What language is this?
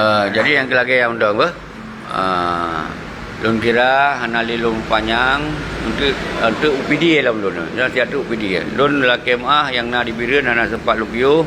Achinese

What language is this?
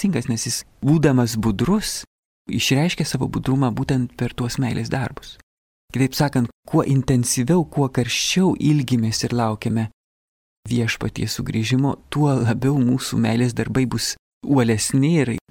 Lithuanian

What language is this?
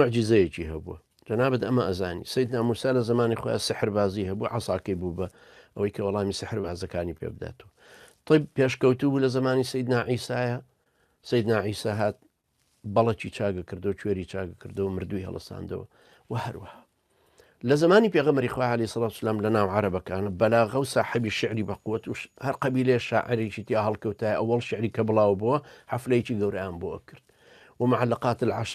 Central Kurdish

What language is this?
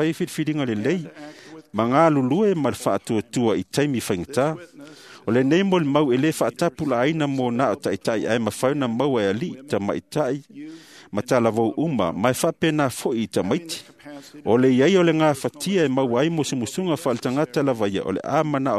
Samoan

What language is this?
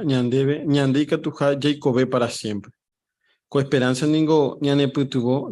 Guarani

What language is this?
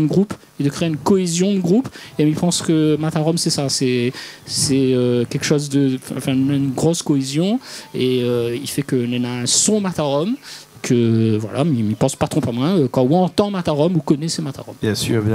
Réunion Creole French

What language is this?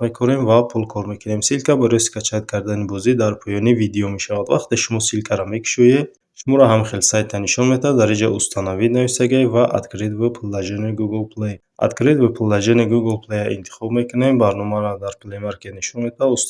Tajik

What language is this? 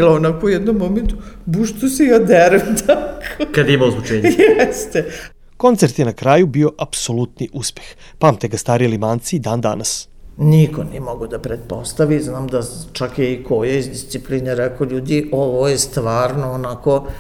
Serbian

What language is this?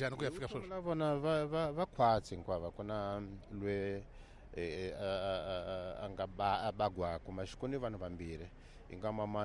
Tsonga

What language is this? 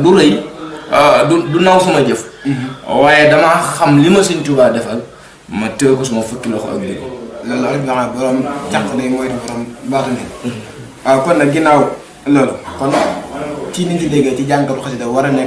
Wolof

